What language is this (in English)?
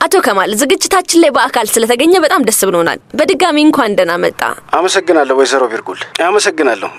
Amharic